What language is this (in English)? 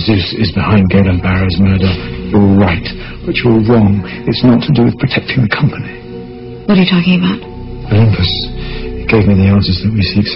English